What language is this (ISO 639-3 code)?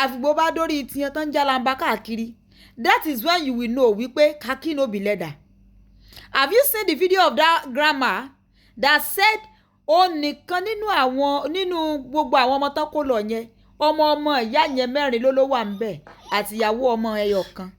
yor